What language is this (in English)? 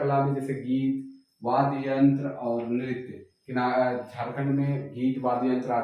Sadri